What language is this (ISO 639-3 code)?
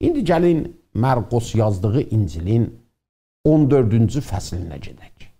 azb